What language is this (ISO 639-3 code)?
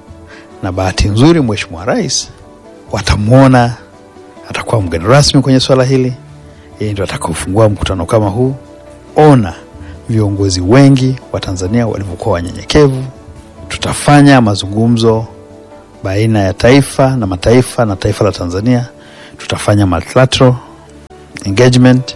swa